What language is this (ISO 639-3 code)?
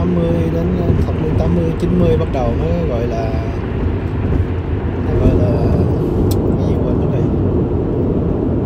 vie